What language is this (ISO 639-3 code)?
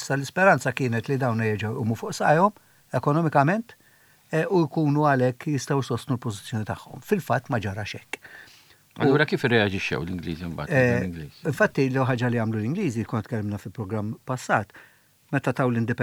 mlt